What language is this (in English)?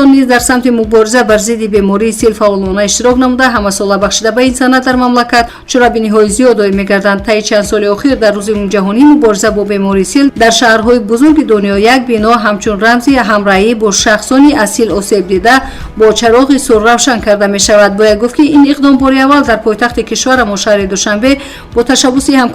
Tajik